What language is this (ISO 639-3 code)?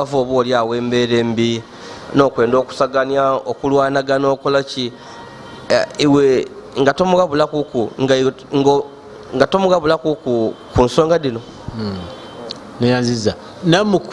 lug